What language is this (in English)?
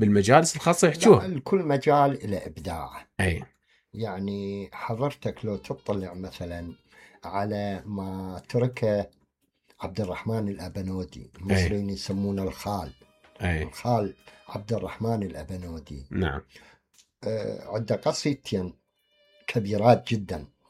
Mesopotamian Arabic